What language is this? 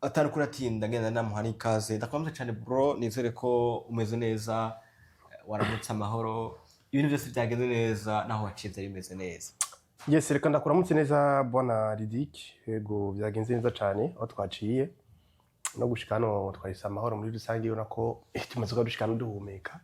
Rundi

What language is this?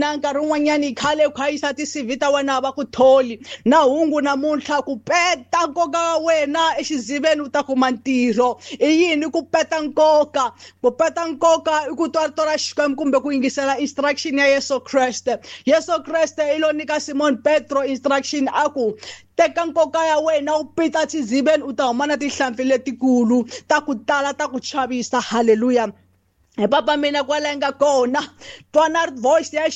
Tsonga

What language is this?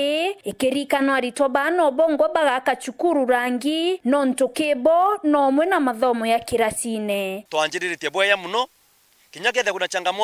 Meru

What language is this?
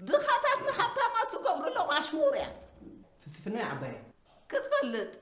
Tigrinya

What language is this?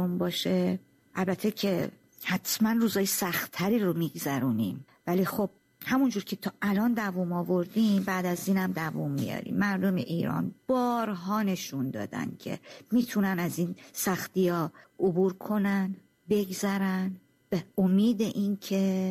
Persian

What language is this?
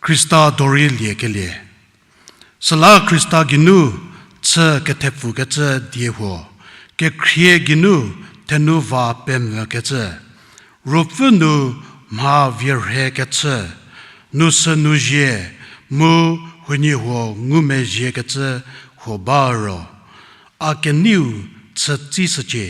Angami Naga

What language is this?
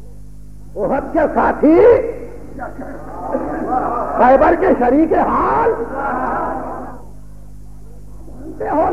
Urdu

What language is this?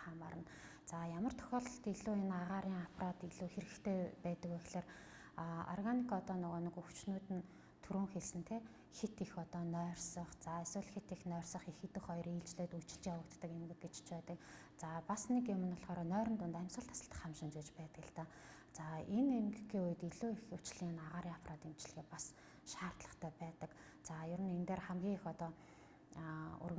Mongolian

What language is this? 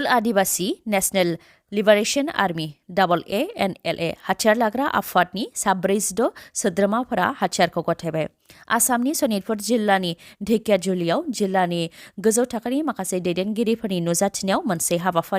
Bodo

